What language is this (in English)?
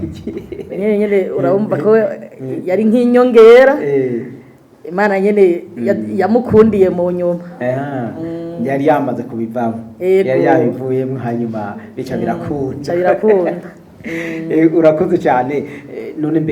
Rundi